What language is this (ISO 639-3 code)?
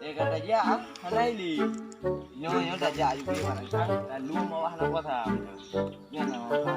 ace